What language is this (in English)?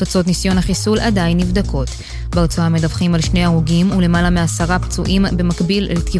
Hebrew